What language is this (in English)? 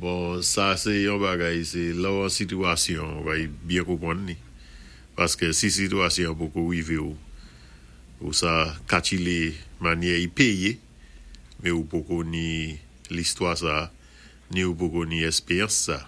Saint Lucian Creole French